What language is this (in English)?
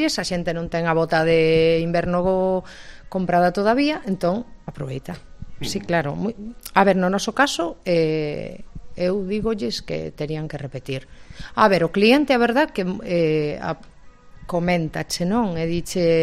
Galician